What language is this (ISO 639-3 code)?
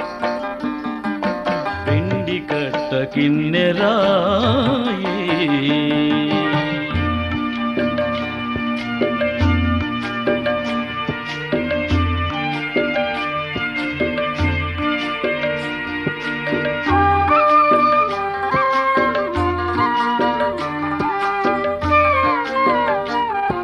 tel